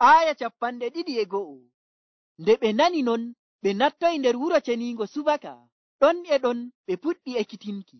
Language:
Nigerian Fulfulde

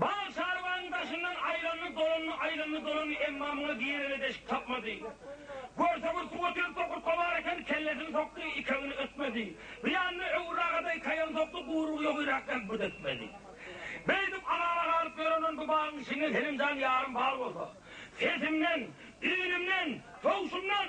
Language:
Turkmen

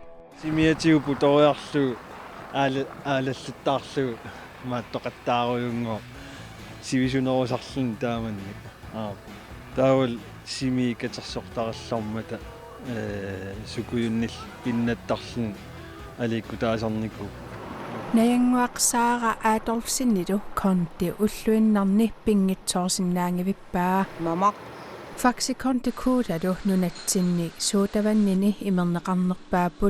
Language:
Kalaallisut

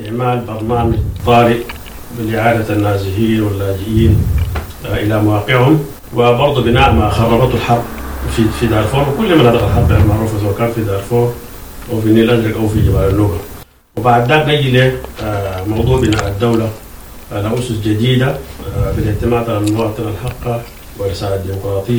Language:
Sudanese Arabic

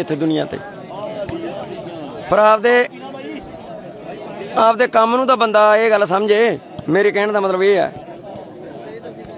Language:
Punjabi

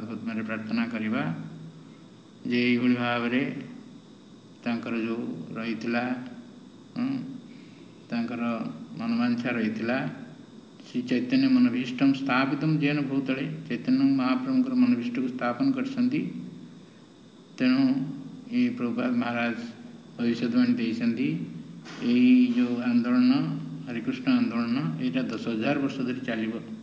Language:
Odia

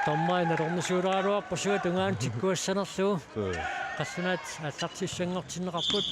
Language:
Kalaallisut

